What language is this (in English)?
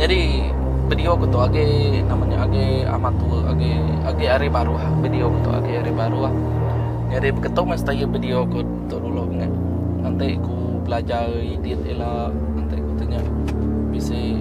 Iban